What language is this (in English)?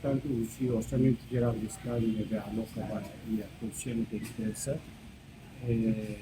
Tetum